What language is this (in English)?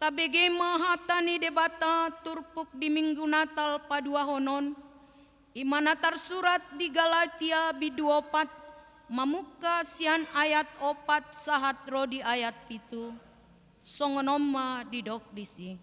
Batak Toba